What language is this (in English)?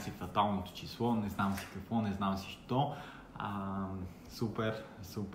Bulgarian